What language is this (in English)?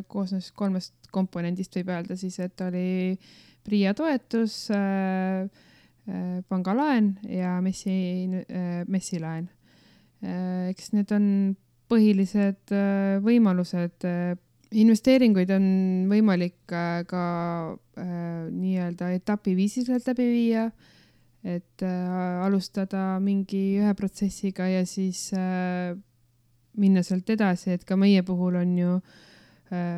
Estonian